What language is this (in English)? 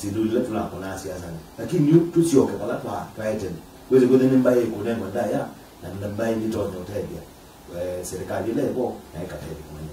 Kamba